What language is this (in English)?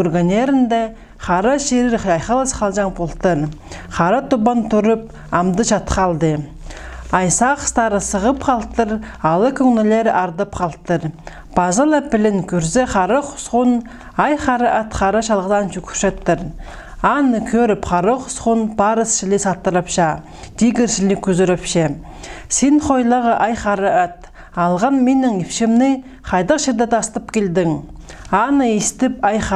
Khakas